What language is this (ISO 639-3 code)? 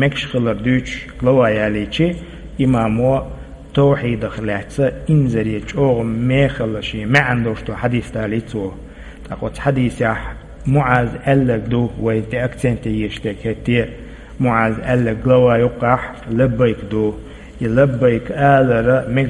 che